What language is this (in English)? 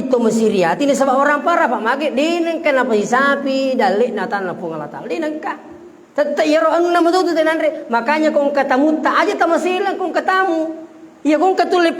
Buginese